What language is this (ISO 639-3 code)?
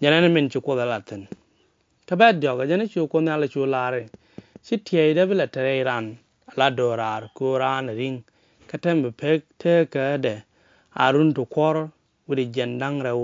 nus